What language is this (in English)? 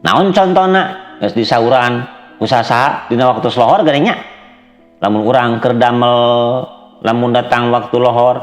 Sundanese